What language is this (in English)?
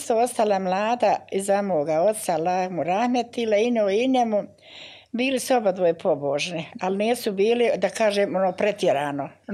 Bosnian